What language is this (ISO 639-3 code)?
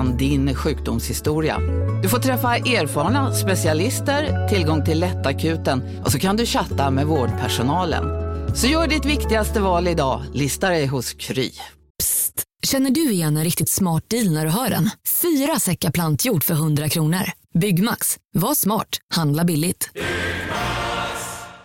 swe